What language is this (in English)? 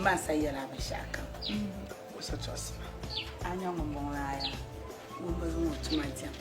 Dagbani